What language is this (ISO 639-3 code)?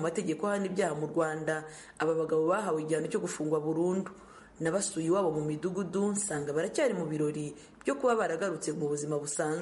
kin